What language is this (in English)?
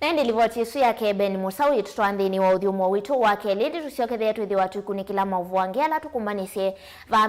Kamba